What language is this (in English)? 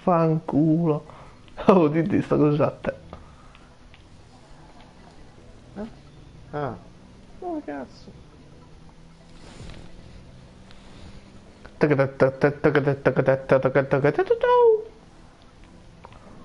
Italian